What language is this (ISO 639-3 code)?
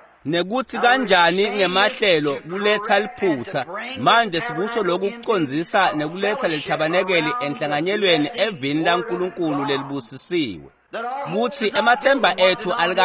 ssw